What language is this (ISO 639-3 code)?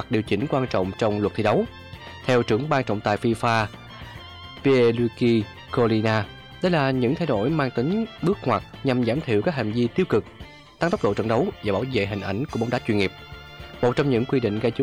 vie